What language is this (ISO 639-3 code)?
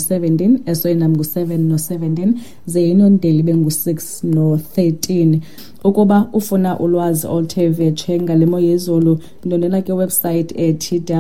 xho